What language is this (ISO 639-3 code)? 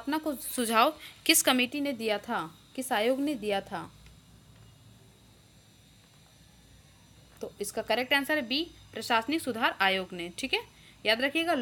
hin